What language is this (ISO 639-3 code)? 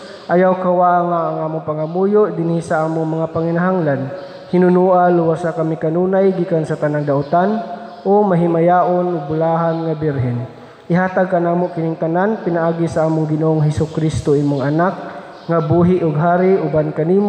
ceb